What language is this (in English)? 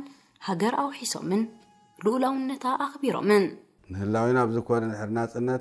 Tigrinya